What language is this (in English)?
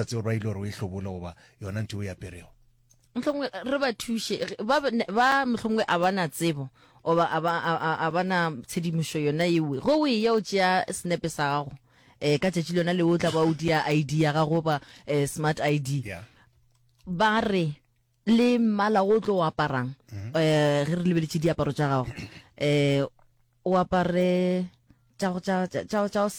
Northern Sotho